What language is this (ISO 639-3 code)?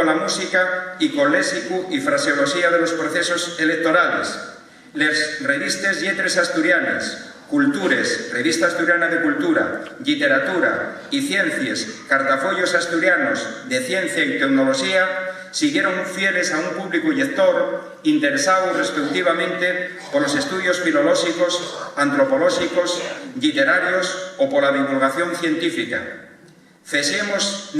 ast